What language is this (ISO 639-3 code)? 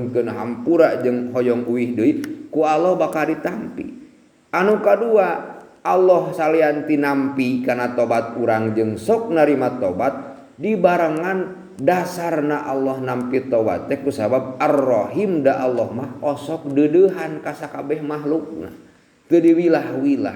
sun